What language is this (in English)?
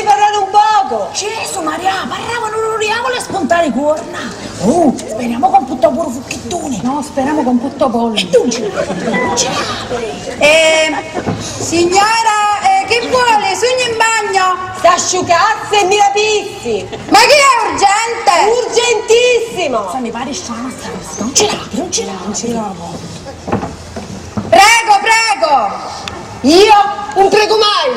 Sicilian